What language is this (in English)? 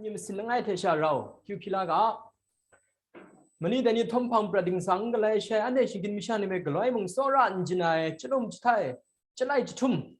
Kachin